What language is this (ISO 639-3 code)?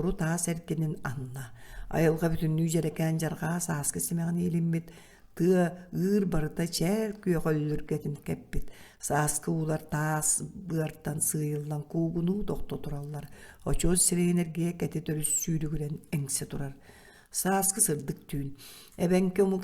sah